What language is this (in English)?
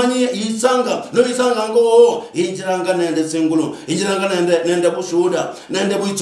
Luyia